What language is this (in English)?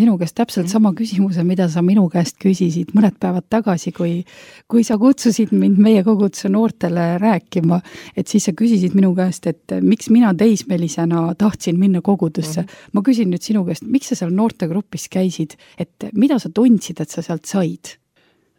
Estonian